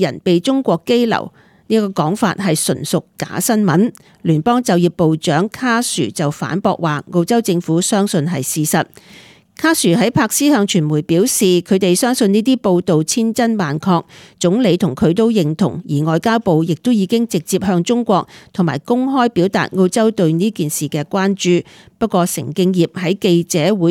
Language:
Cantonese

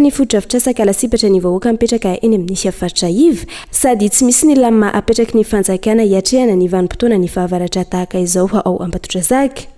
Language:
Malagasy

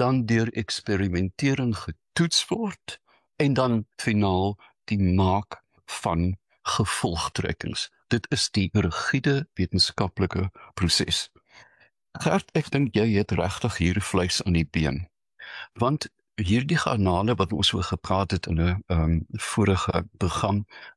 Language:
Afrikaans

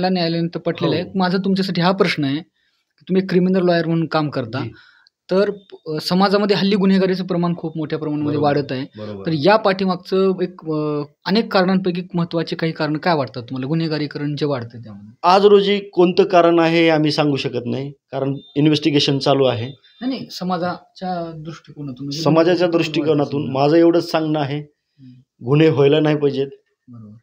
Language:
Marathi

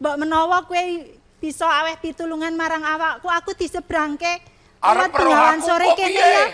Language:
Javanese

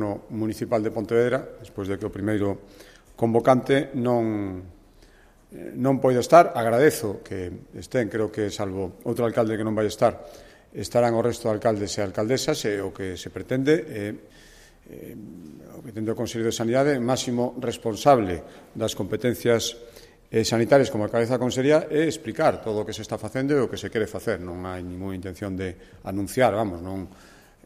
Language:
Galician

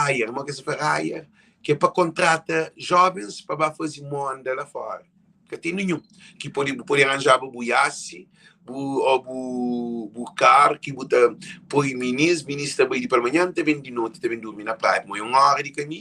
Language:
Kabuverdianu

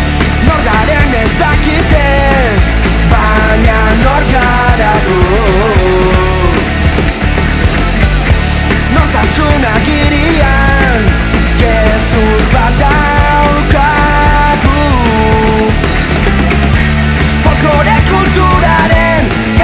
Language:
Basque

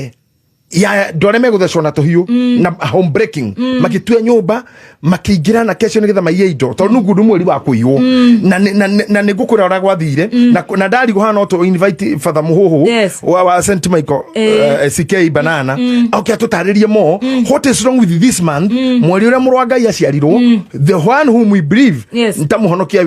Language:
Kikuyu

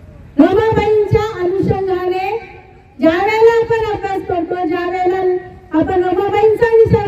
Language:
Marathi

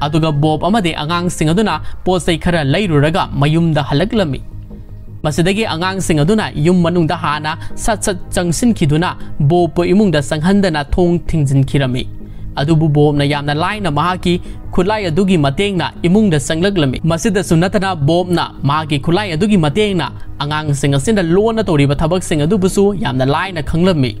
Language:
Manipuri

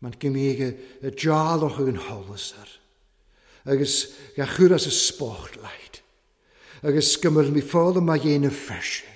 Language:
Welsh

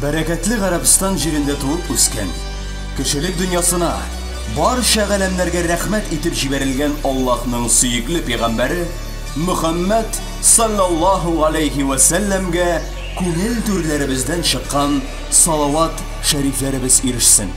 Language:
Tatar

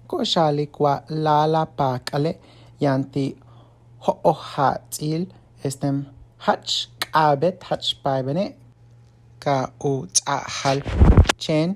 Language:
Yucateco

